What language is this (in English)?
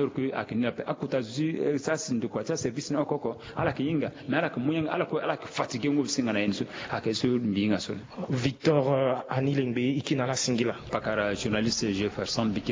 Sango